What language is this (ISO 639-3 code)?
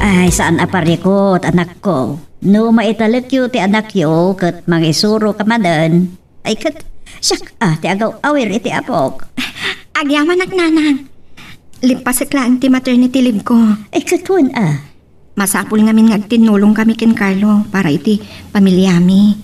ilo